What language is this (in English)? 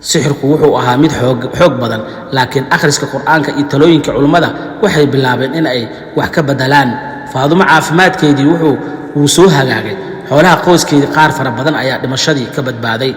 Somali